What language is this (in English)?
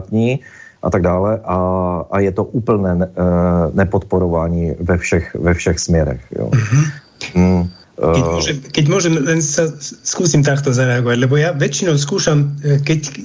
Slovak